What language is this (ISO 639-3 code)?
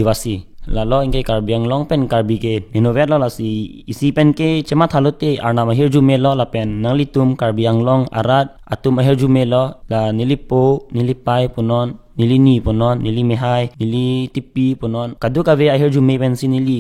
mjw